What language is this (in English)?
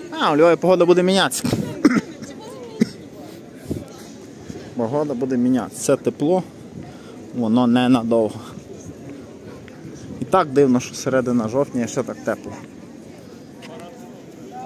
Ukrainian